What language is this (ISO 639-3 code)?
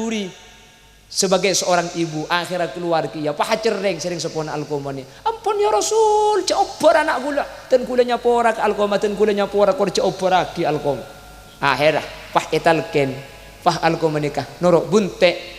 mad